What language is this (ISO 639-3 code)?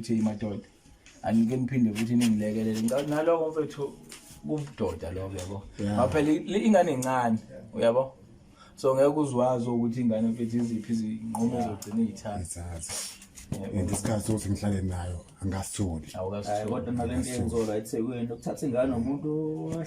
zul